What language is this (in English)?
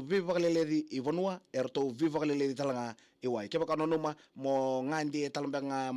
Fijian